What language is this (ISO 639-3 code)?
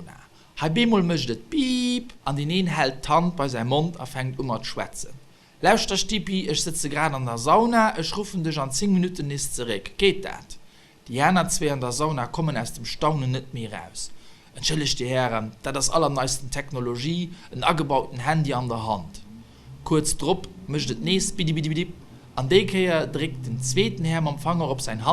ltz